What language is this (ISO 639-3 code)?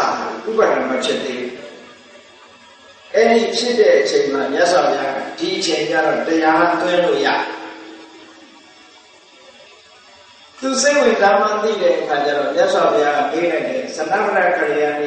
mya